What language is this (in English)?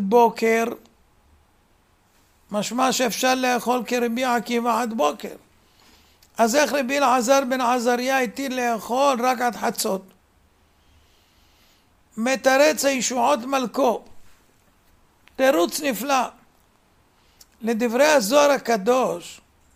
Hebrew